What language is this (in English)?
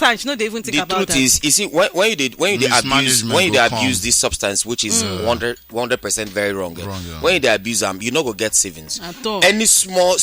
Nigerian Pidgin